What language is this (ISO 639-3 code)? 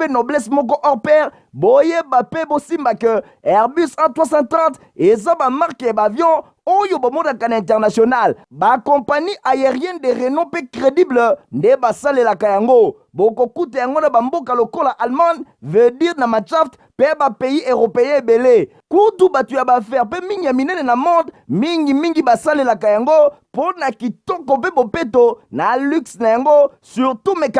lin